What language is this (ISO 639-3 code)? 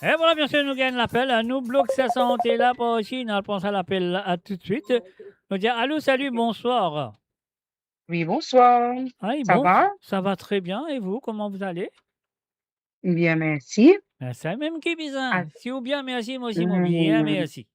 mfe